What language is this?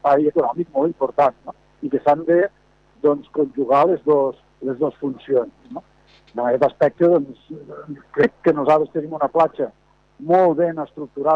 Catalan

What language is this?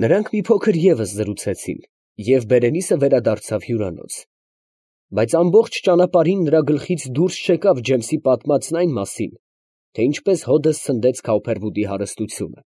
Armenian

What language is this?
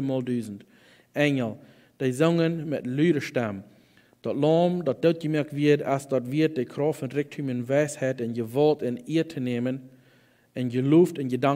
Plautdietsch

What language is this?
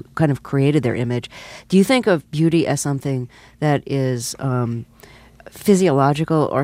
English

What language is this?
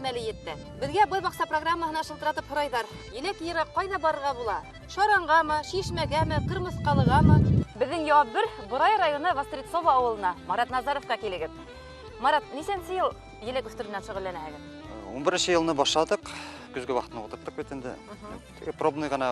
Bashkir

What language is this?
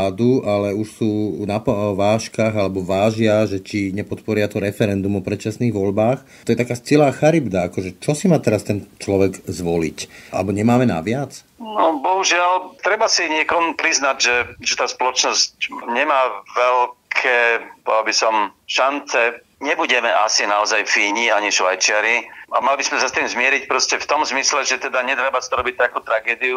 Slovak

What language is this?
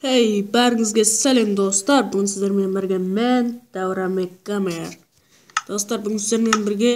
Kara-Kalpak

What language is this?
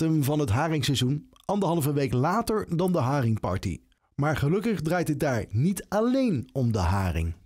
Dutch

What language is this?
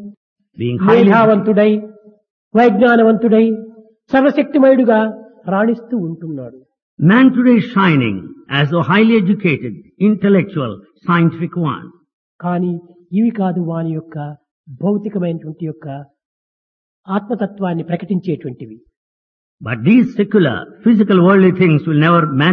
Telugu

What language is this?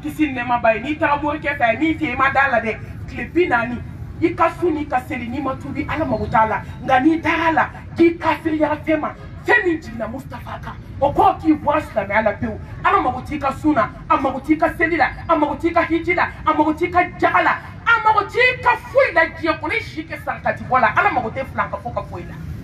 Bambara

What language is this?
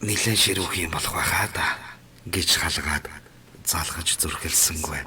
Mongolian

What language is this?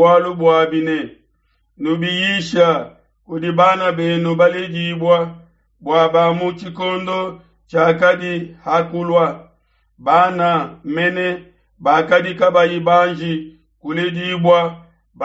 Luba-Lulua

